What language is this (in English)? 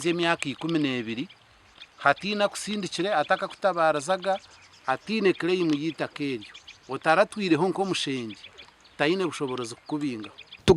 Nyankole